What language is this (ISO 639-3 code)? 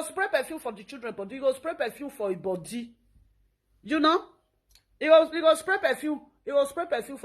pcm